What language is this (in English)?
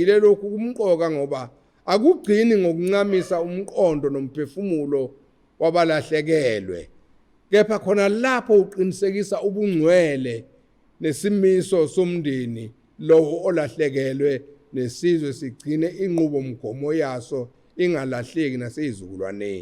Zulu